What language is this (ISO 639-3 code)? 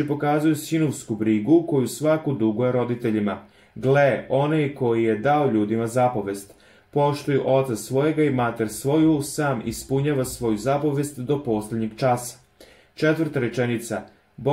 srp